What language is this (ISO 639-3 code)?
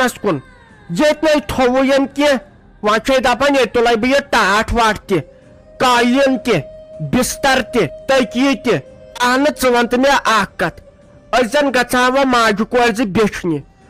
kas